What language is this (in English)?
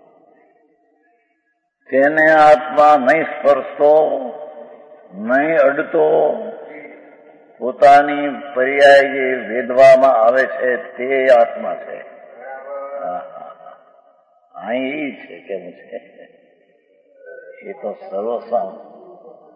Gujarati